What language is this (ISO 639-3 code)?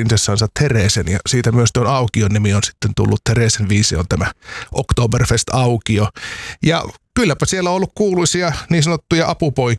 fin